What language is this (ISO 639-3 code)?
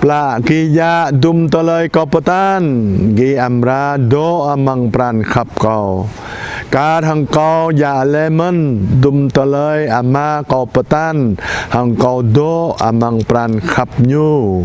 jra